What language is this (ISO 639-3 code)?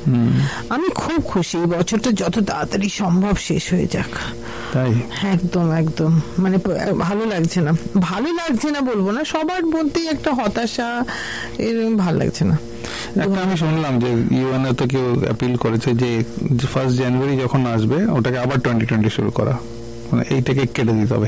ben